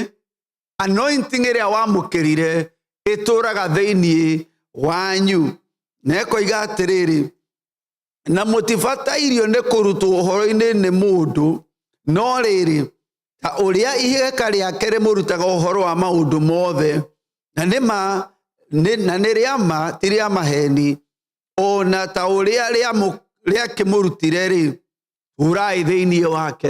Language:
Kikuyu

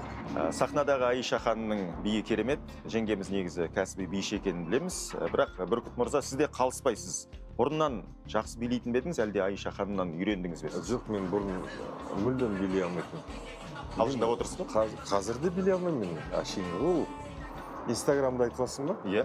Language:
Kazakh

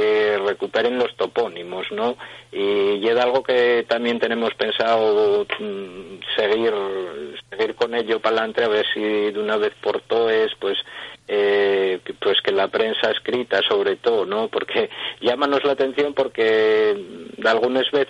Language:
Asturian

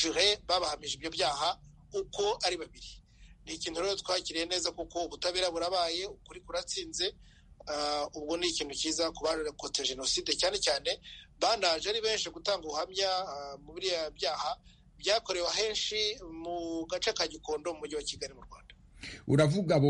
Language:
Kinyarwanda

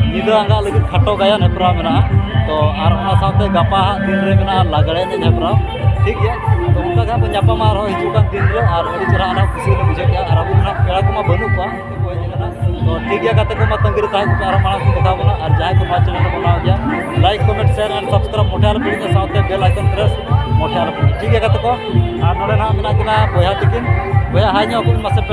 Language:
Santali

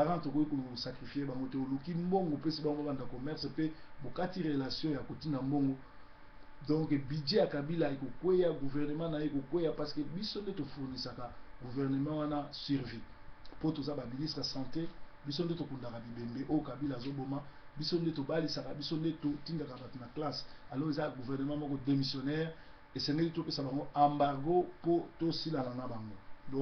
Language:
Lingala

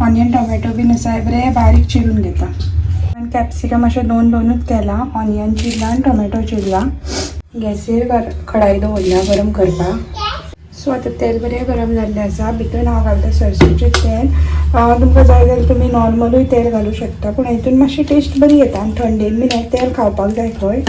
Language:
Konkani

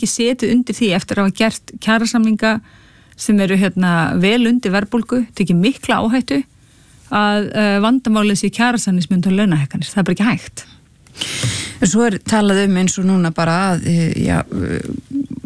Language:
Icelandic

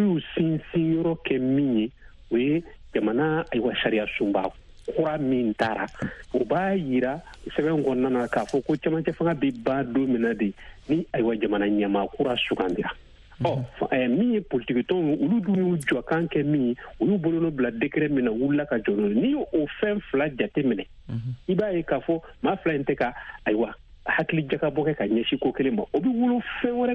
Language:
Bambara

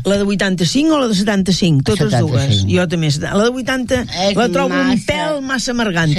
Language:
Catalan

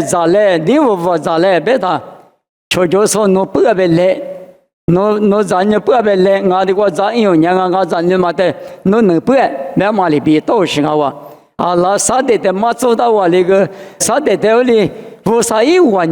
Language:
Lisu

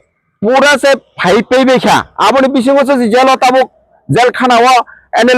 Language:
Kok Borok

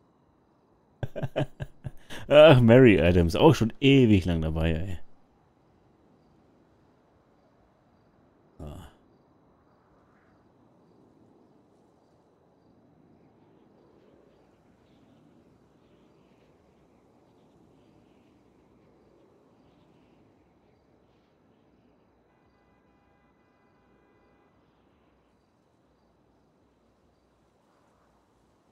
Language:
German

